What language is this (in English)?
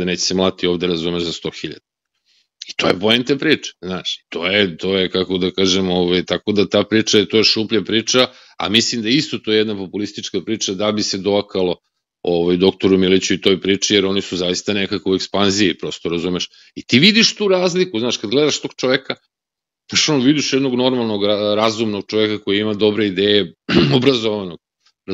Serbian